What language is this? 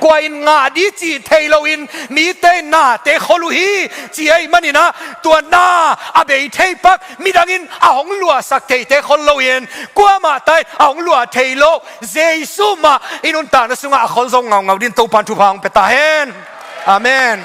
Tedim Chin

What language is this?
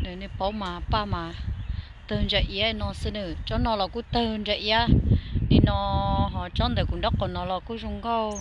Hmong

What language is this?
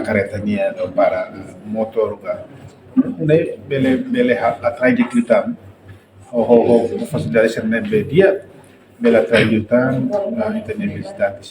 Tetum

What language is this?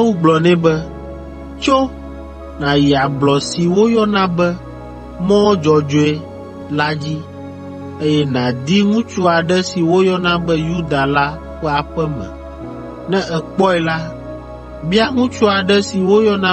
Ewe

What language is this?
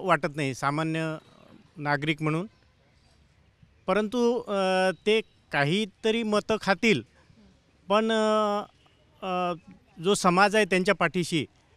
Marathi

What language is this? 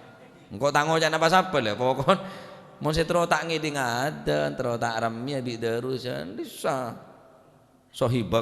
Madurese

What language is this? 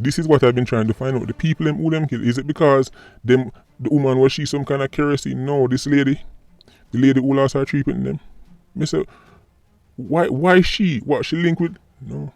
Jamaican Creole English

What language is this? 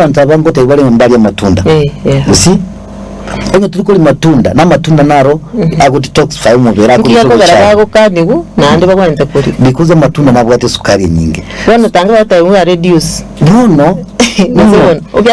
Gusii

